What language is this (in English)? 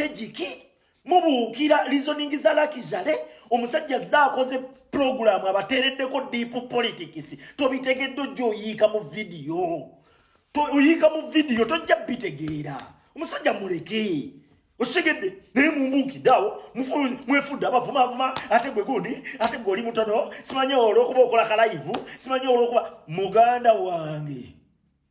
Ganda